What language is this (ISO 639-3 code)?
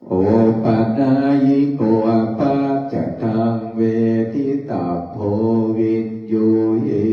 pli